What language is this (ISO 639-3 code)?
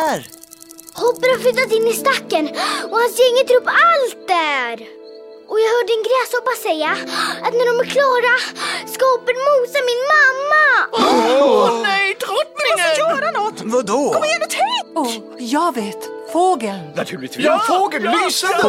swe